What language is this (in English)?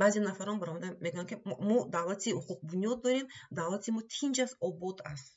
Tajik